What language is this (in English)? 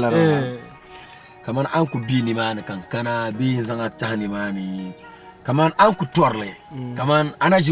Dagbani